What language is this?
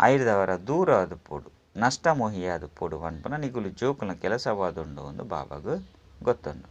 Tulu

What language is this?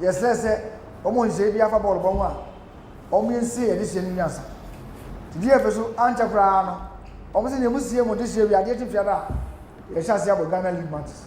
Akan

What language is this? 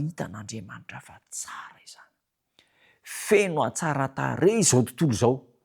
Malagasy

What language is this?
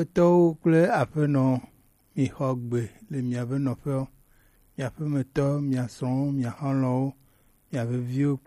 Gen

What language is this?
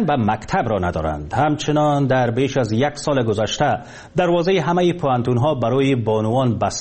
Persian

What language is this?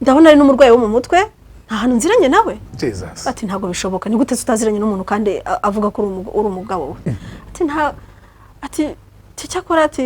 Kinyarwanda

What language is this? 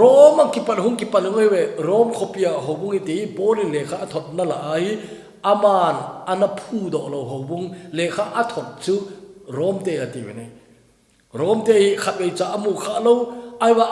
Thado Chin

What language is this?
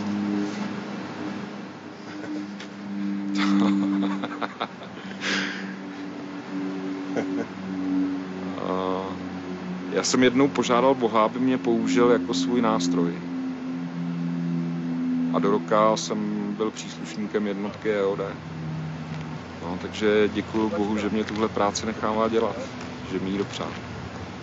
Czech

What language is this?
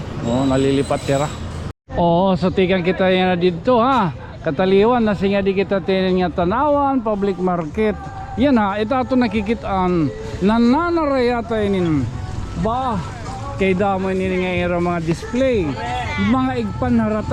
Waray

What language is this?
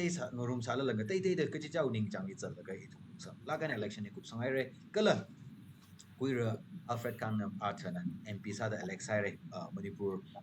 Tangkhul Naga (India)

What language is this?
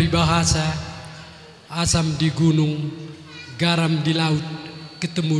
Batak Karo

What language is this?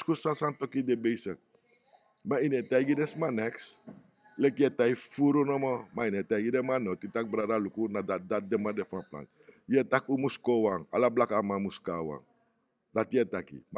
Sranan Tongo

